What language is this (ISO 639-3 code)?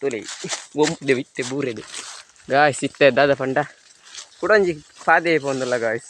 tcy